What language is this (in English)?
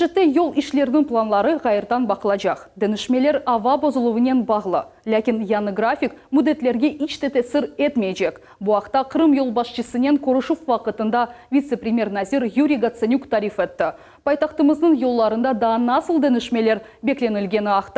Crimean Tatar